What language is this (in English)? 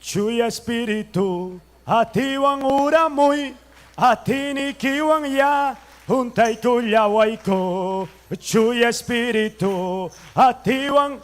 Ayacucho Quechua